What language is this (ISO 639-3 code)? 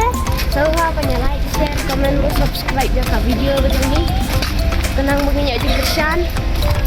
kha